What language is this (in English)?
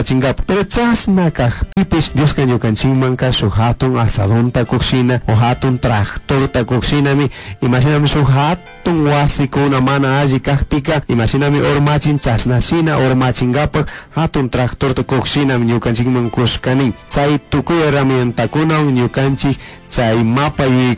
Chimborazo Highland Quichua